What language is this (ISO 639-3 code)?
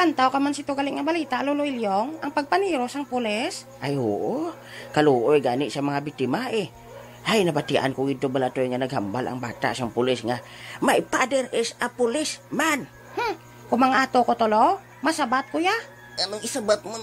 hil